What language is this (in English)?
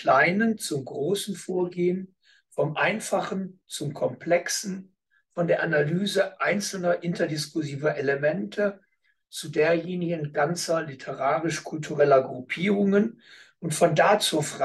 German